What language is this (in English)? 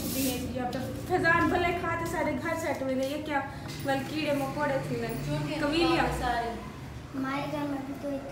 Saraiki